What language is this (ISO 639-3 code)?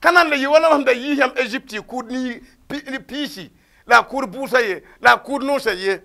mos